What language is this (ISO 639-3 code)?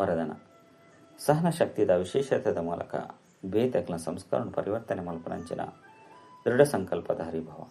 tcy